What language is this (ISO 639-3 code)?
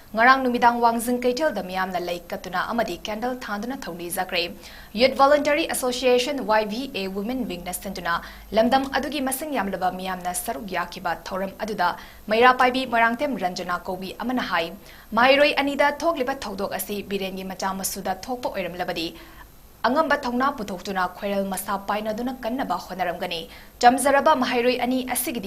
mni